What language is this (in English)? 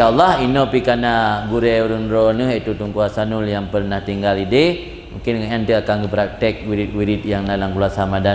Achinese